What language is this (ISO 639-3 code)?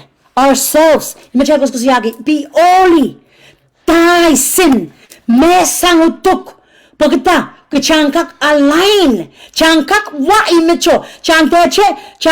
pon